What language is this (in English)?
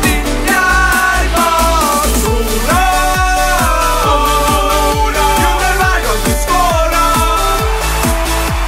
Norwegian